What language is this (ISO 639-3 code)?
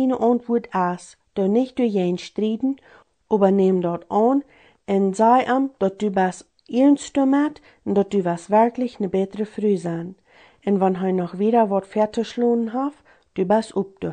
pdt